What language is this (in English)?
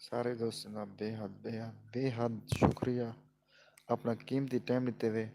Saraiki